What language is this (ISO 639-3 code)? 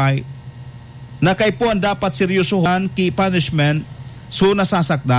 bik